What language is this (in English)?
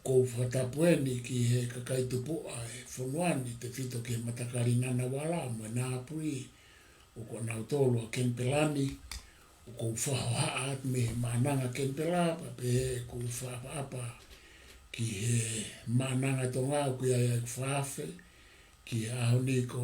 Tongan